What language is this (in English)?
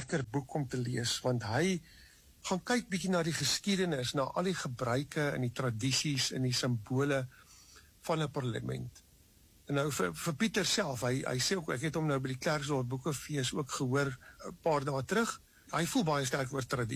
Afrikaans